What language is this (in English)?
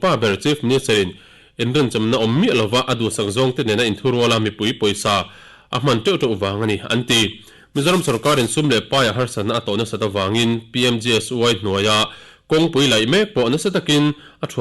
Mizo